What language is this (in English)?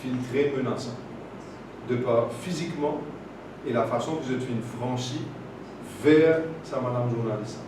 Morisyen